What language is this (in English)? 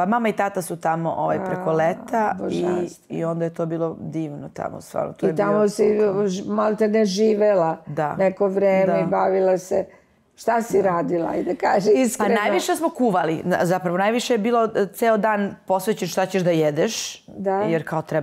Serbian